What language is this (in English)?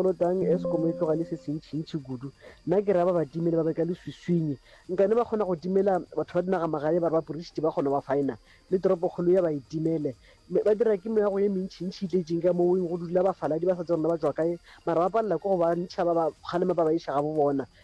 Northern Sotho